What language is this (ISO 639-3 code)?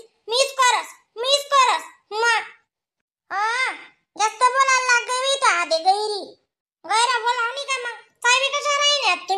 khn